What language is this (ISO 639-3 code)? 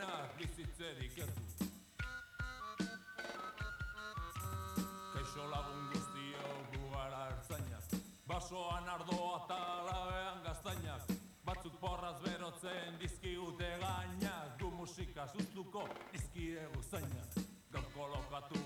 eus